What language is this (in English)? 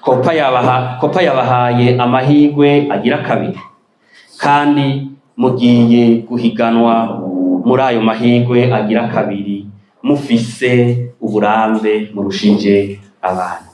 Rundi